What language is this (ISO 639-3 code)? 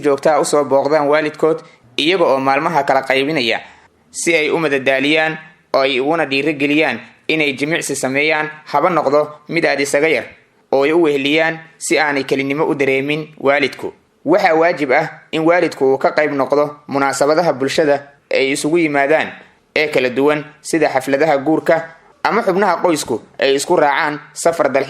som